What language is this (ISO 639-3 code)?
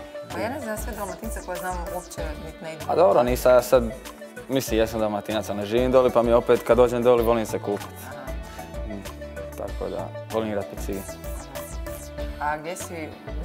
hrv